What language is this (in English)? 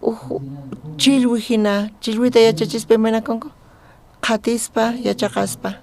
South Bolivian Quechua